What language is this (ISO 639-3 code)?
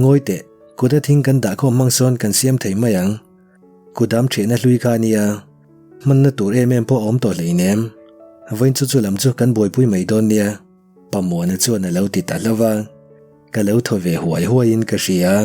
lus